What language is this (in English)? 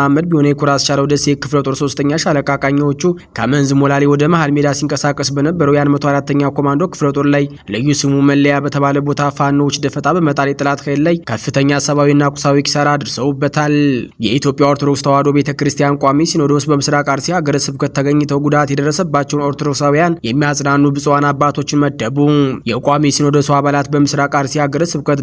Amharic